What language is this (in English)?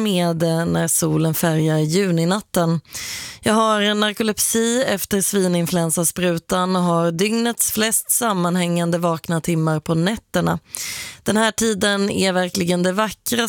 Swedish